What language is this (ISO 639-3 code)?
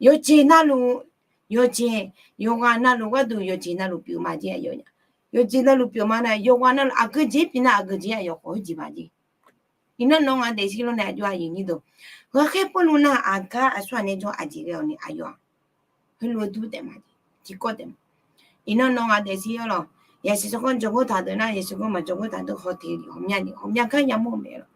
ahk